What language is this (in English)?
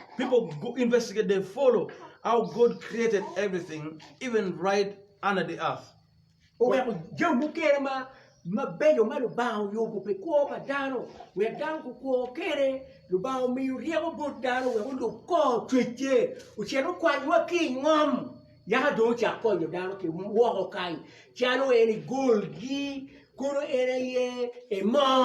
Acoli